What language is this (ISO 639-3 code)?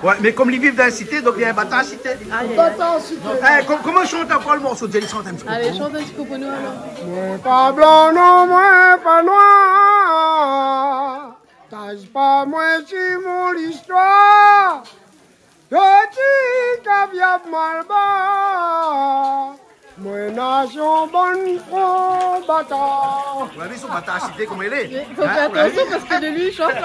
rcf